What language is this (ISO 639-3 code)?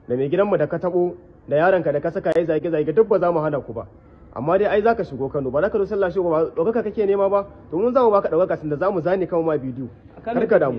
hau